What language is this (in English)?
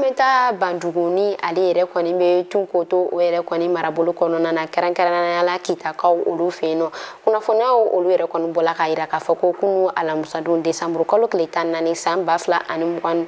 Bambara